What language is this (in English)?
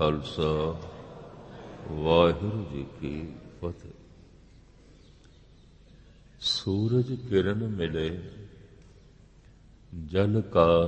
Punjabi